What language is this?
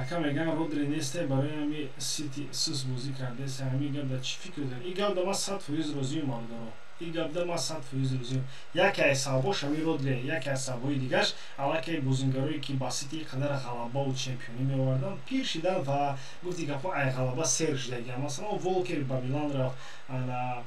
Tajik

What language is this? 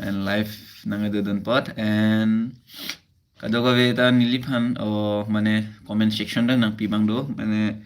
Karbi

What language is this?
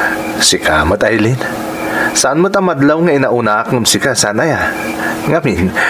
Iloko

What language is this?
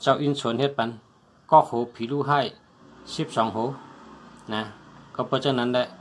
Shan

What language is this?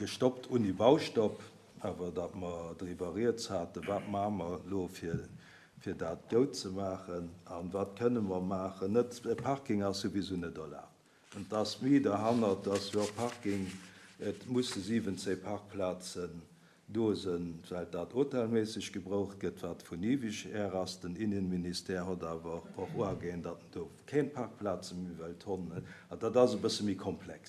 Luxembourgish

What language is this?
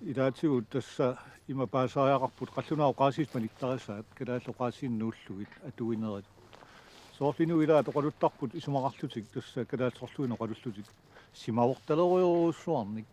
Kalaallisut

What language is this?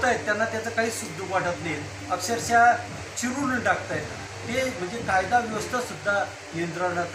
Marathi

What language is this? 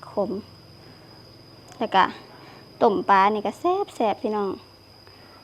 Lao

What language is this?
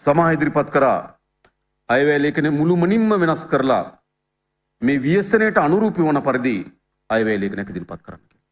Sinhala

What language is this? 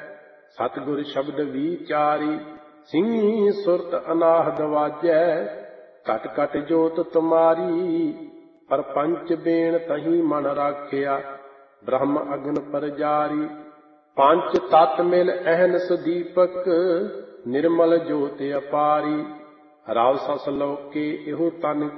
Punjabi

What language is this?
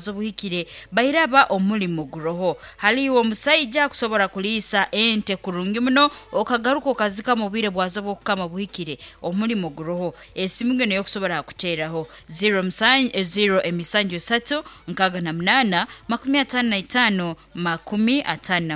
Nyoro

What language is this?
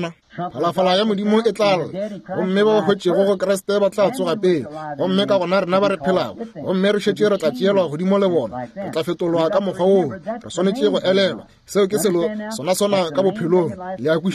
Northern Sotho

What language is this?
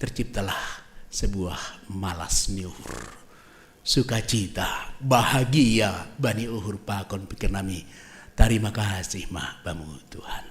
Batak Simalungun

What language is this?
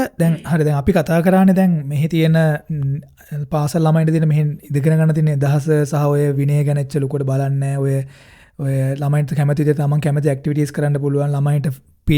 Sinhala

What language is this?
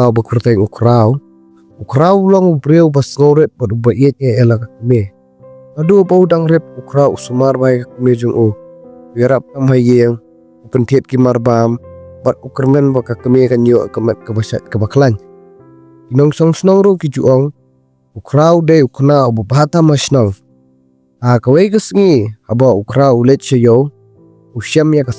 Khasi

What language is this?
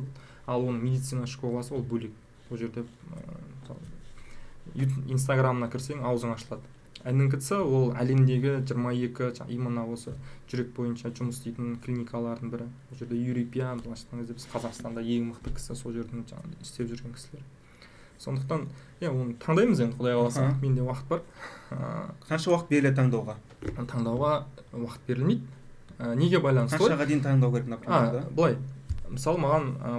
Kazakh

